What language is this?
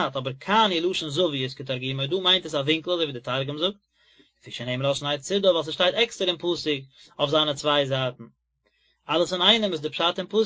Yiddish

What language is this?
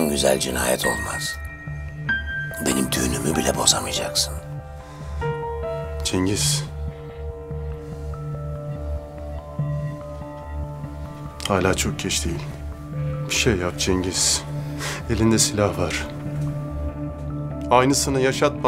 Turkish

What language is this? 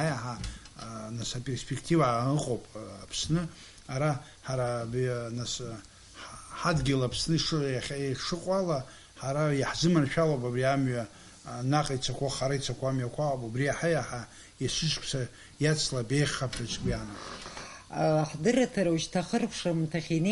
Abkhazian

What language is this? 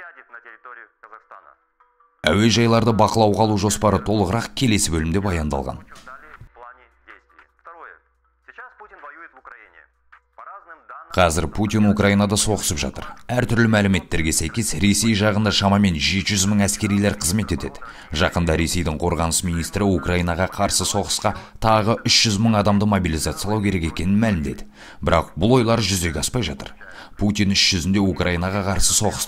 Kazakh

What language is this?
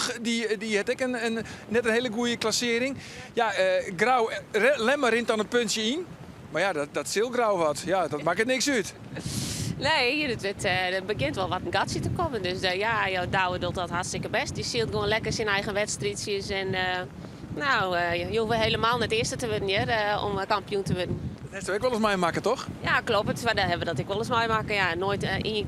Western Frisian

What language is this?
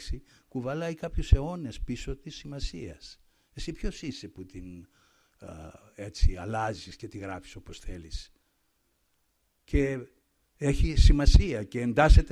Greek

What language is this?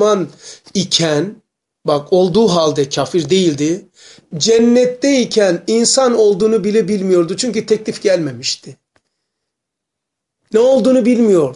Turkish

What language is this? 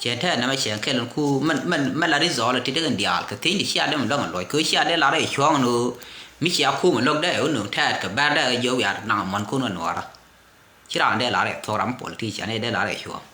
Nuer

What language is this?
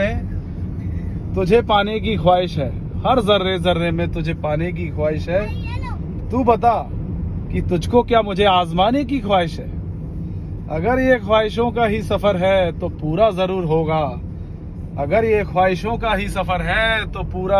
Hindi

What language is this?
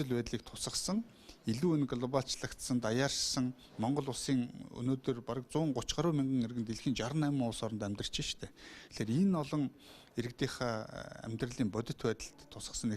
Mongolian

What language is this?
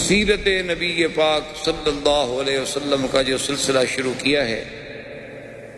Urdu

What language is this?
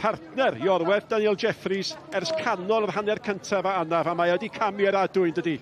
Welsh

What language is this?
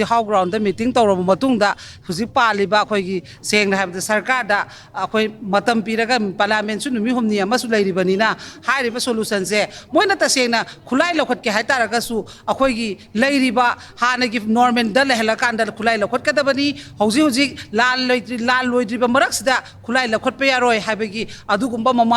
Manipuri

